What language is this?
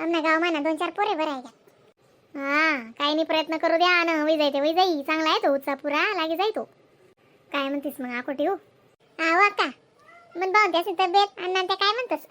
Khandesi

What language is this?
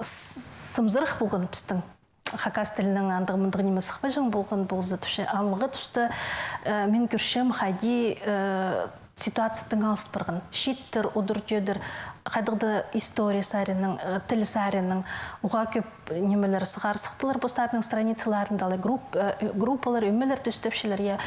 Khakas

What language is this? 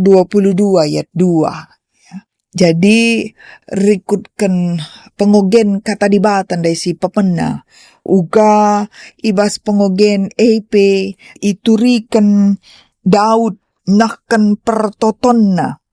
Batak Karo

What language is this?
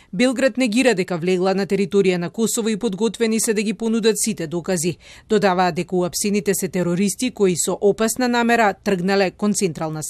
Macedonian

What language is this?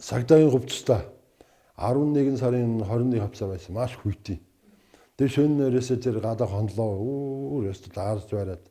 Mongolian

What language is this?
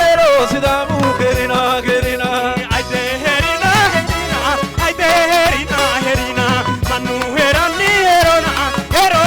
Sidamo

